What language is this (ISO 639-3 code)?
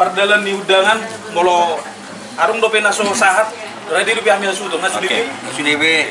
bbc